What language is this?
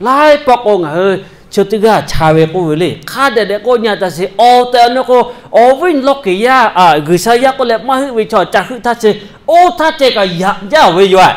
Lahu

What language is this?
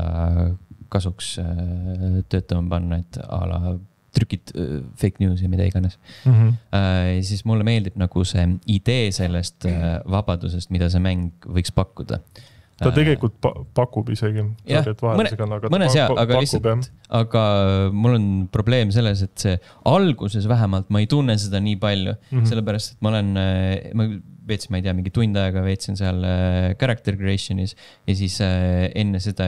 Estonian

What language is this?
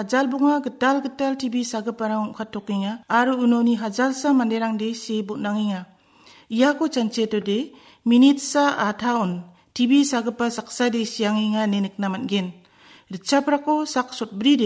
Garo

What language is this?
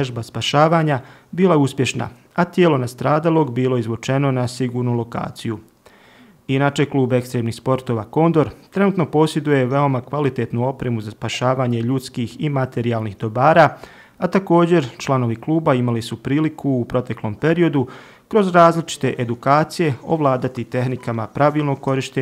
Bosnian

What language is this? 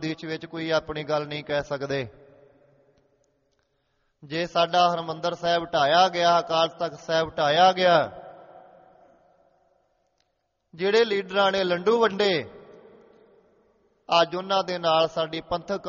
Punjabi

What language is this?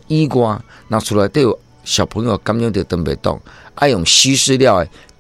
Min Nan Chinese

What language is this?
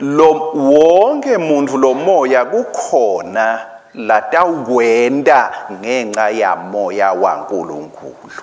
Swati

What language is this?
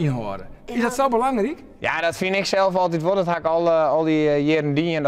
Western Frisian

